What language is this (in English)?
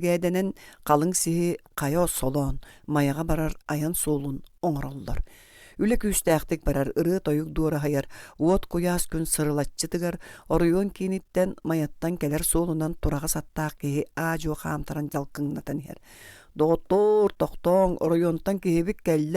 Yakut